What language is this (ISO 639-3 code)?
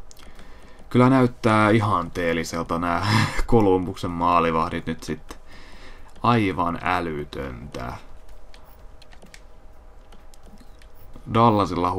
fin